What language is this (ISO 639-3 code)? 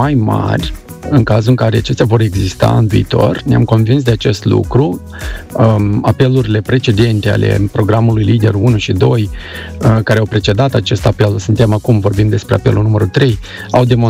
ron